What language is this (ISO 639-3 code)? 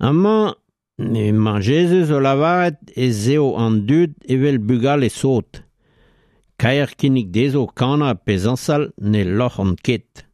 bre